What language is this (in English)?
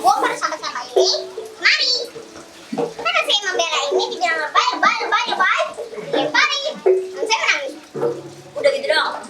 Betawi